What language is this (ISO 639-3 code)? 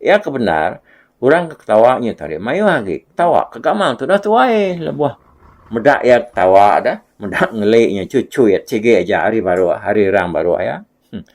iba